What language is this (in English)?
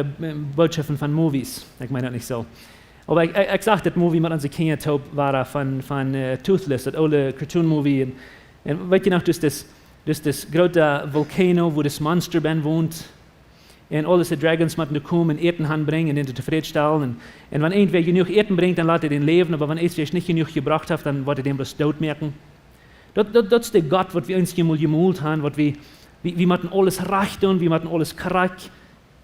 Plautdietsch